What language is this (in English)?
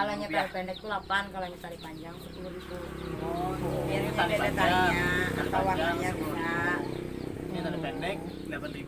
Banjar